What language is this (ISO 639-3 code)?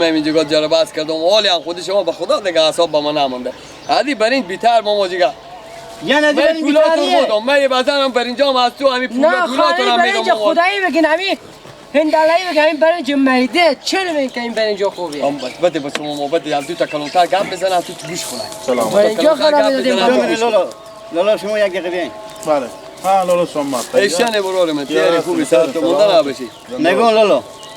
fas